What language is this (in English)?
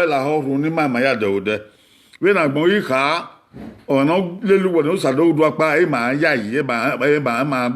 Bini